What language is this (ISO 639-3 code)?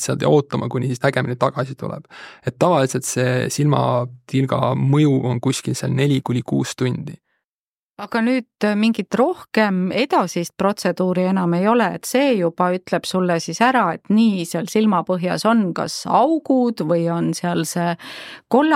est